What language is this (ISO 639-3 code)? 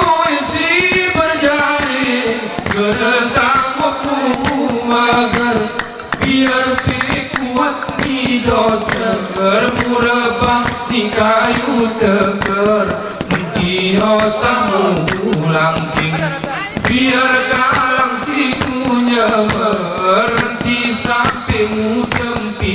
gay